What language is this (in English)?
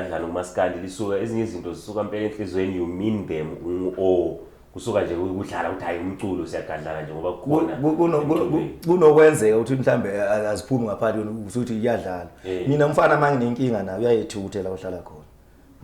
Zulu